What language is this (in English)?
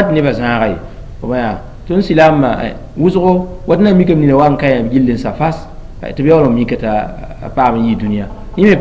Mossi